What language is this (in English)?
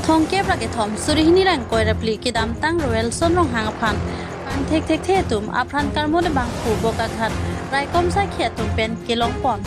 Karbi